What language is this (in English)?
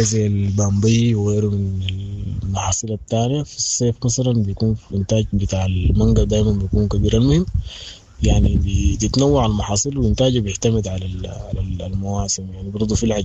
Sudanese Arabic